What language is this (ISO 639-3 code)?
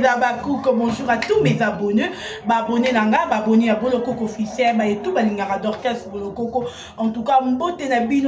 lin